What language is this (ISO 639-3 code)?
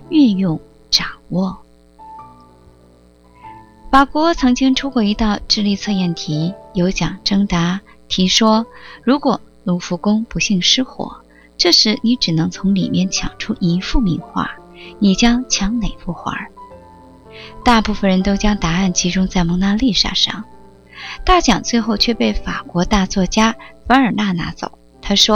zho